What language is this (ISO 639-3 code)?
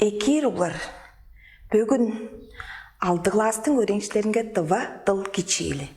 tyv